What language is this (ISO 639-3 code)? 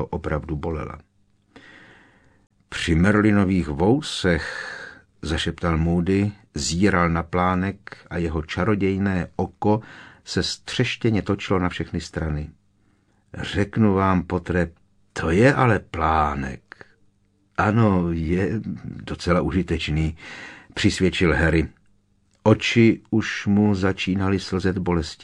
ces